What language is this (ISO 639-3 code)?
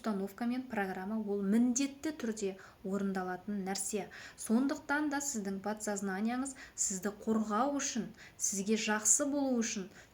kaz